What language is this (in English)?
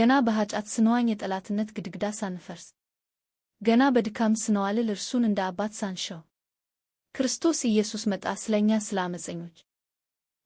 Amharic